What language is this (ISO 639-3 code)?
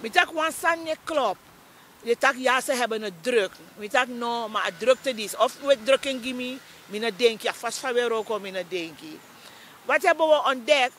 srn